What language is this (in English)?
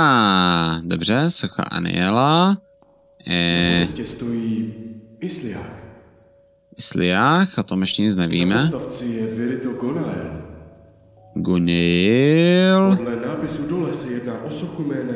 Czech